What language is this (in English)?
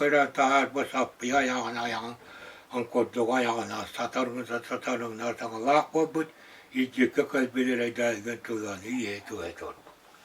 Yakut